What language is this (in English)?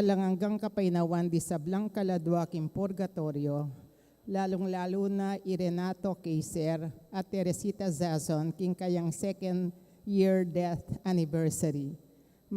Pampanga